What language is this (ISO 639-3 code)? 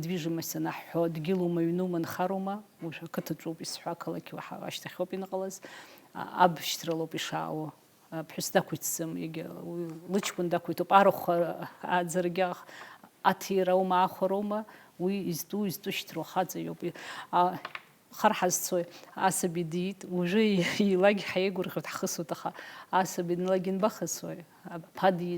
abk